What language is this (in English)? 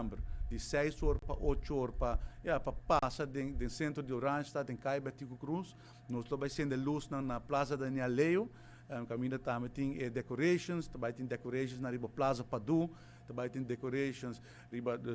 Papiamento